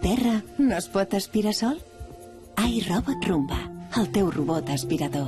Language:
Catalan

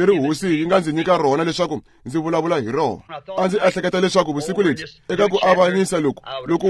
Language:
Tsonga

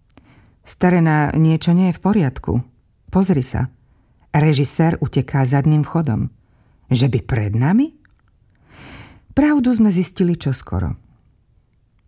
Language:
Slovak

